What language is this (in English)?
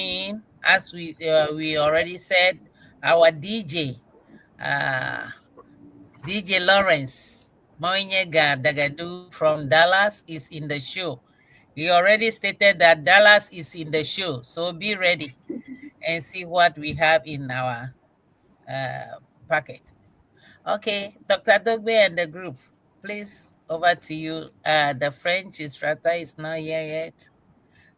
Ewe